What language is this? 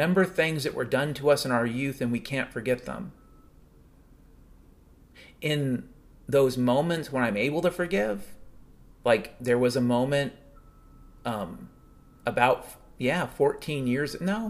English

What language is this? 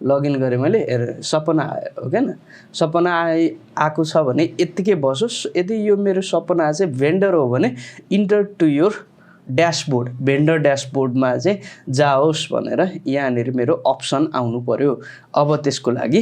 Nepali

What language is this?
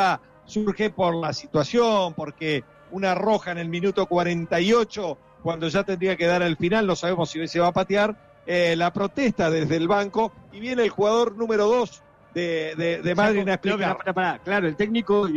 Spanish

